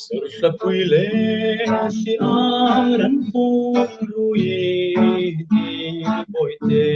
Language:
Hmar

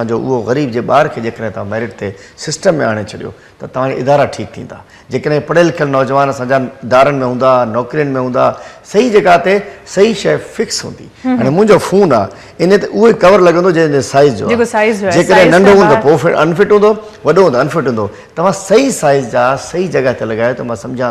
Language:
Sindhi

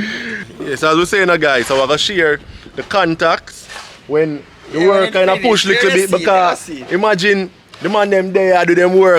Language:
Jamaican Creole English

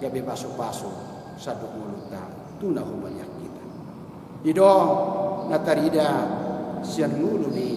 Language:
Batak Toba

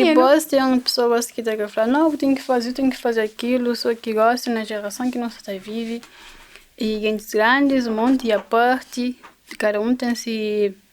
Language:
Kabuverdianu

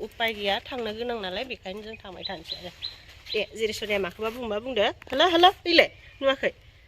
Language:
Bodo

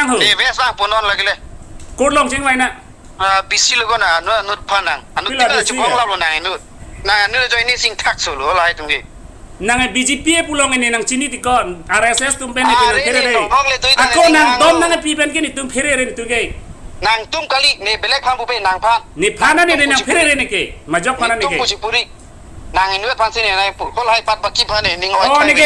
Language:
Karbi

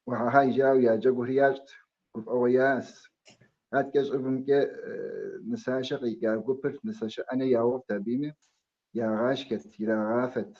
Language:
Kabardian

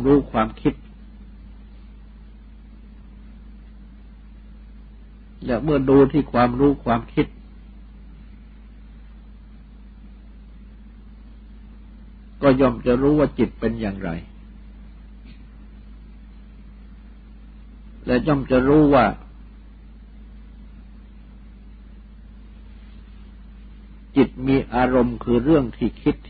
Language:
Thai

